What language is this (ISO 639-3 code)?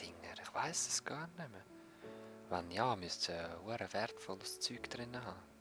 gsw